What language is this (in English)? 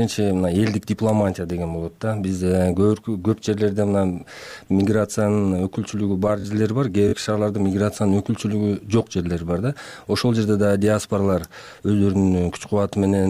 Kyrgyz